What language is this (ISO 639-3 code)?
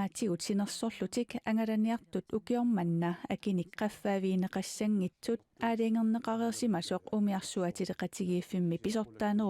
kal